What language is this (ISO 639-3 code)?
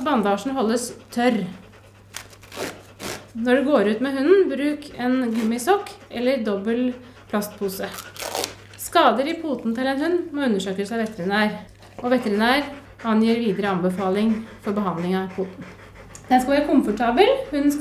nor